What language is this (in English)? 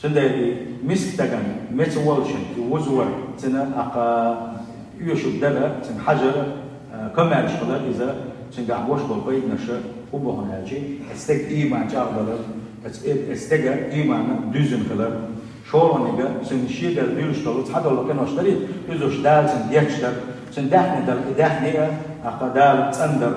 Chechen